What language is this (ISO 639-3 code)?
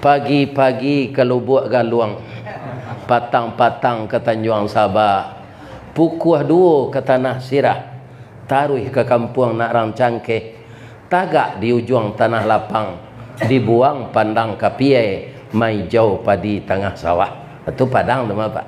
min